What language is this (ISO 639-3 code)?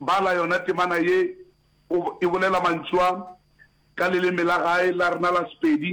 nso